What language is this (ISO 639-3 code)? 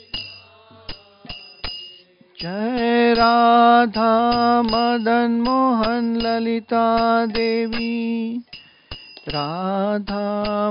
hin